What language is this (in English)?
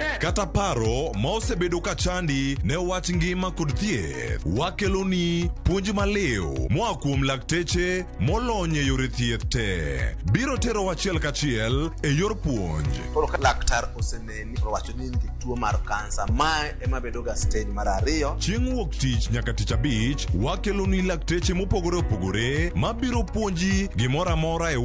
Luo (Kenya and Tanzania)